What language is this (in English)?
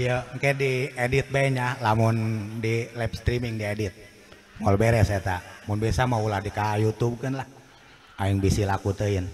Sundanese